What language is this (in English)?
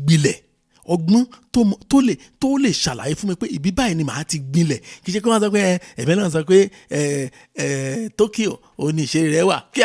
Yoruba